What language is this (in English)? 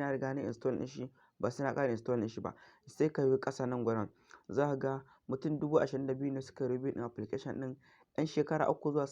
Hausa